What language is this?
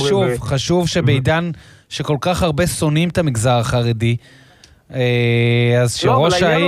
Hebrew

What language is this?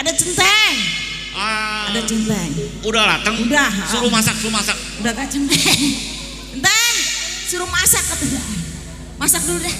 Betawi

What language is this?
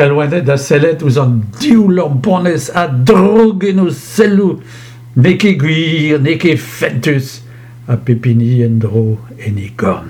Breton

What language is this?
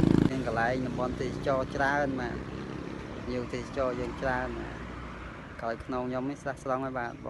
Khmer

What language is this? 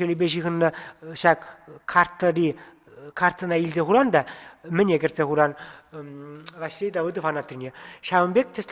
Chuvash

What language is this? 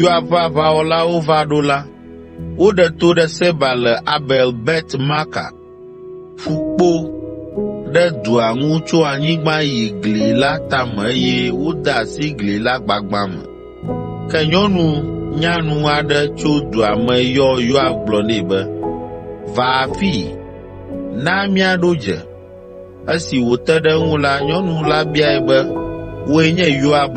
Ewe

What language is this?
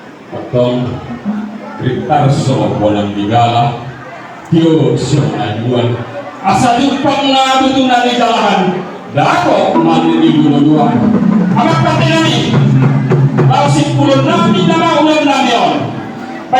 Batak Toba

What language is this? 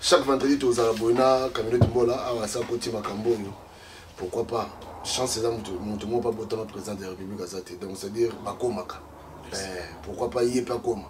Lingala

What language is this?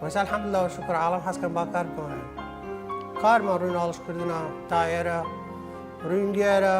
Southern Kurdish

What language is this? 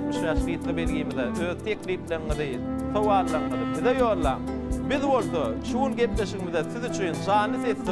Turkmen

